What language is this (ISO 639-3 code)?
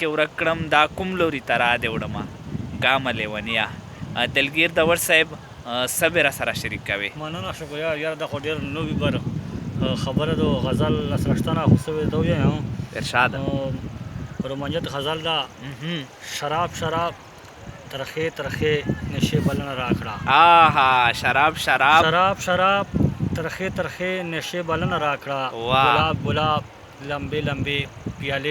pus